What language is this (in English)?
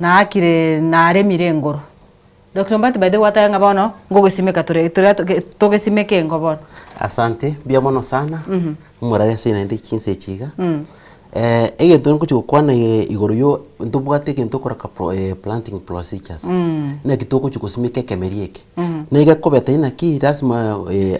Gusii